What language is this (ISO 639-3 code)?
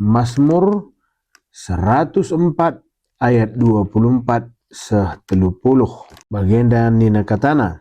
btx